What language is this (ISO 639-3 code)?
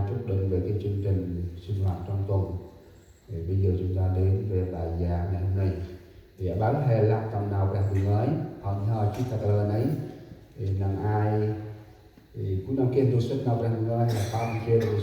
cmo